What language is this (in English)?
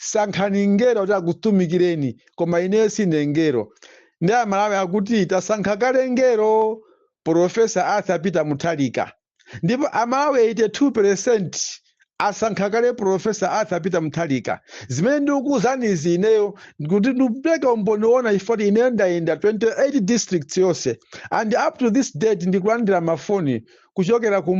Nyanja